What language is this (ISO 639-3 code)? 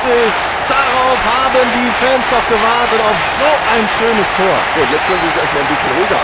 bar